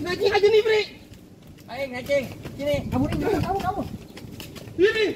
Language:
Betawi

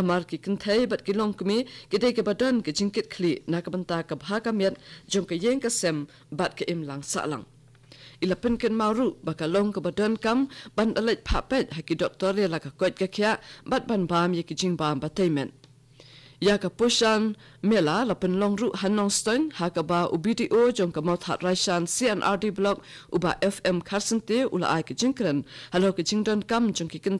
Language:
Khasi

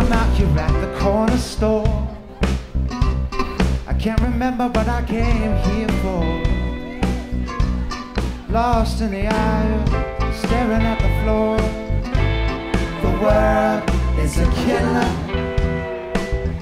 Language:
English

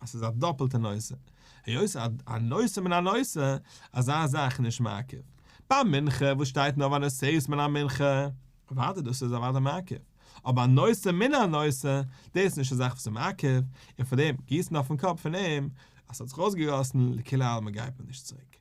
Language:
Yiddish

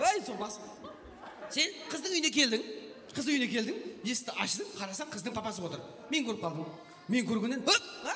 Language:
Kara-Kalpak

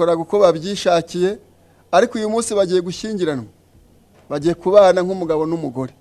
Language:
Kinyarwanda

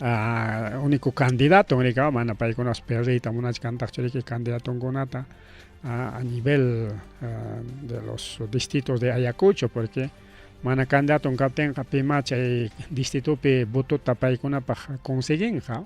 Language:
Ayacucho Quechua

